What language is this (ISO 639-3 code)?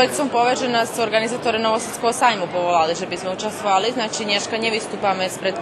rue